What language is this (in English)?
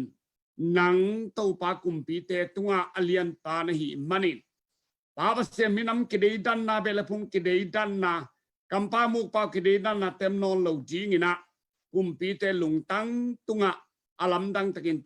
Tedim Chin